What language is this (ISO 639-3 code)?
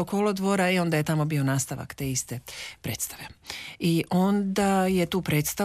hrv